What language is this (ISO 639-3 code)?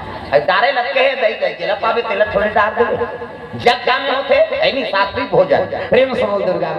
hne